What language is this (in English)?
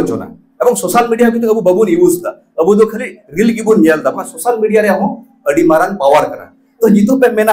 Santali